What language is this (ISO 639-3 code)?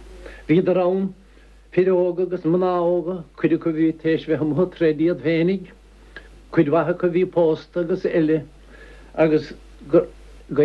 gle